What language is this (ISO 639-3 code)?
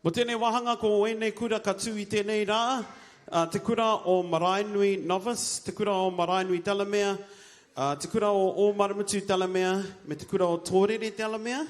mri